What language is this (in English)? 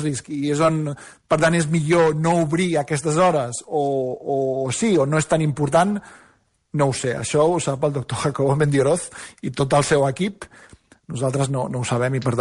Catalan